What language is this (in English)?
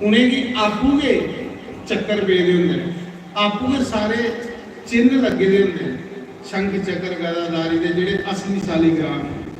Dogri